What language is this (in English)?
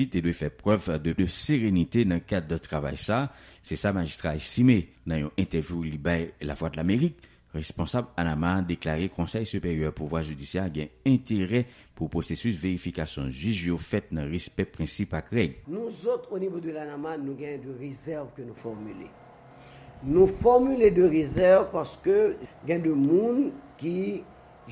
Haitian Creole